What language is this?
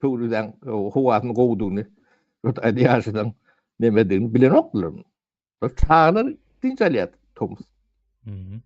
Turkmen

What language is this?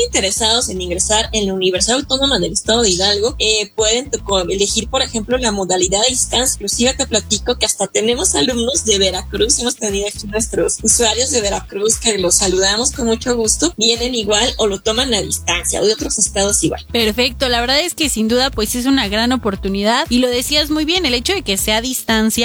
Spanish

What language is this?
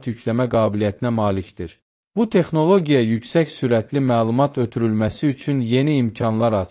Azerbaijani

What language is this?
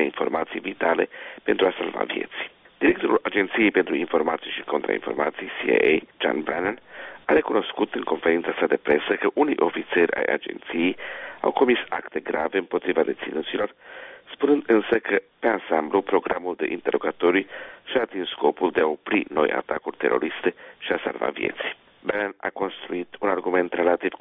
Romanian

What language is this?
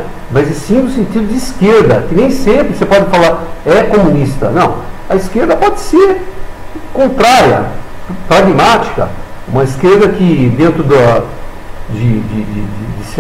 Portuguese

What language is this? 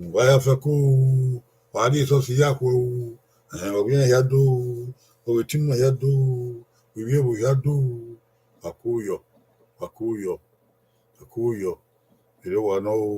Bini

